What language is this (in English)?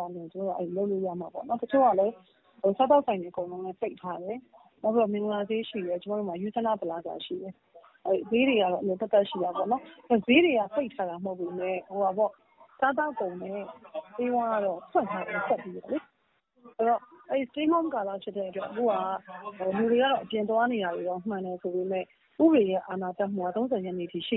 Burmese